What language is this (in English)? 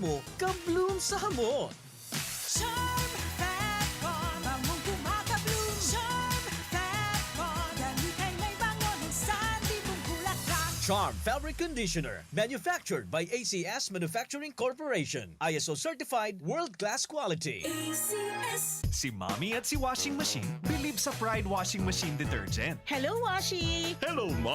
Bikol